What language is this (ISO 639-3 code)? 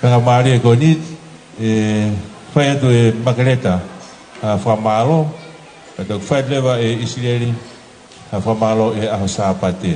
ton